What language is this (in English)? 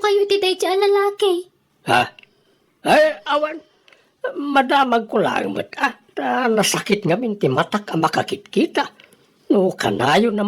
Iloko